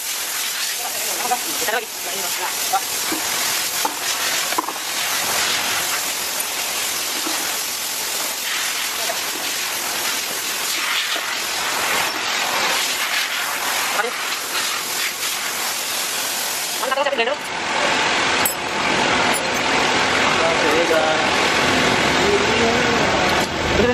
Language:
Indonesian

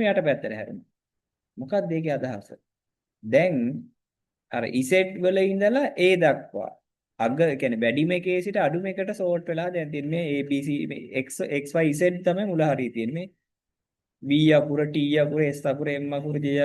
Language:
Sinhala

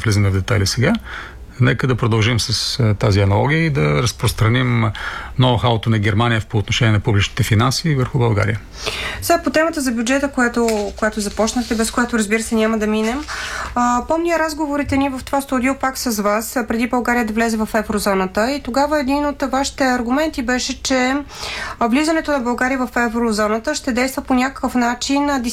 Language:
Bulgarian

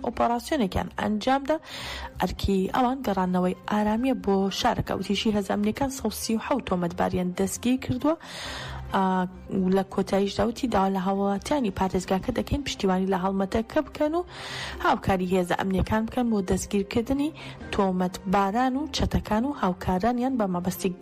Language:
Central Kurdish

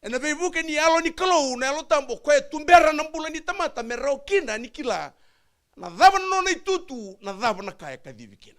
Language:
Fijian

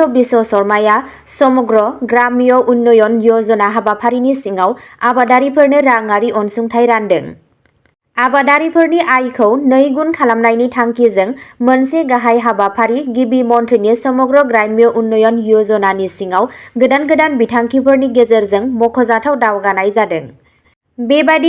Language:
Bodo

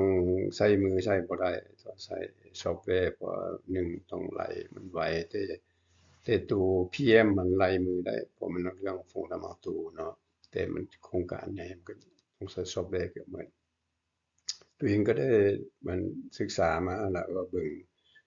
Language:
Lao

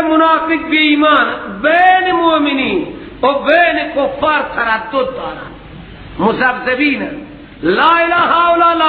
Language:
Persian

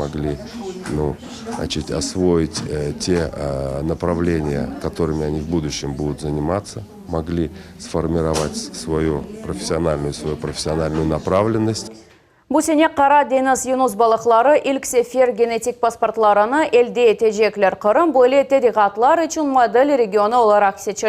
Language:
Crimean Tatar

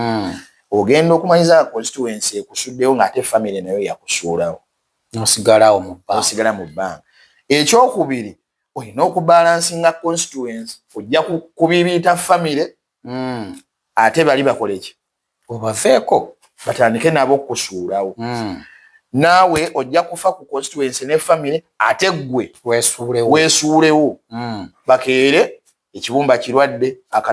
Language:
Ganda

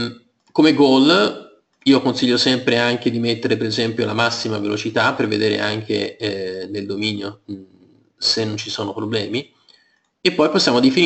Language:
Italian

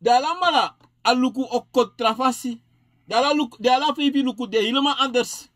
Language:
Sranan Tongo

